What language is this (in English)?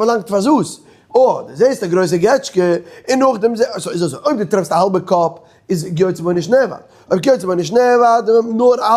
Yiddish